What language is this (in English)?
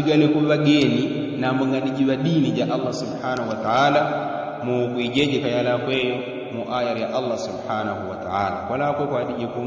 Yao